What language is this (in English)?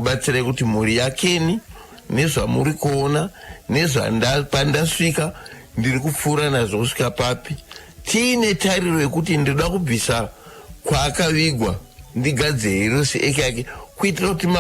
Shona